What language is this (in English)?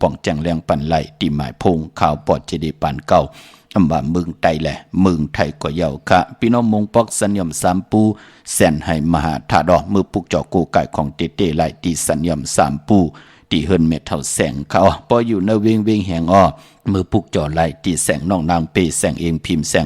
Shan